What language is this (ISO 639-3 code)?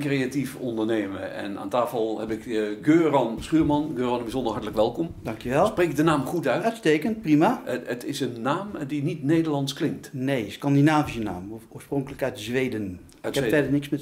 nld